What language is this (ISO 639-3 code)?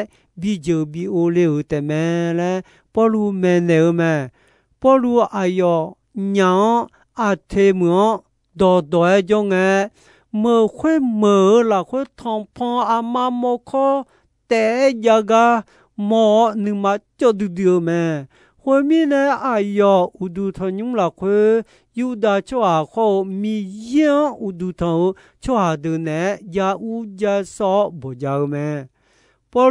ahk